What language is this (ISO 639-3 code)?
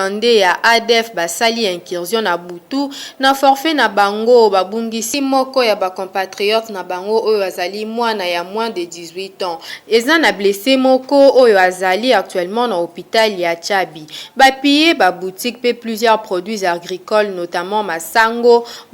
lin